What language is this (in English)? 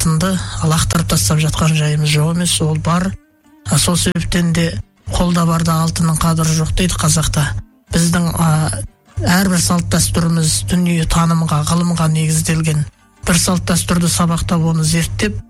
Kazakh